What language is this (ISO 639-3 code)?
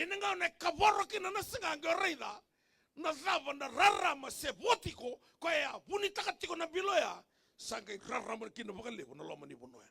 fij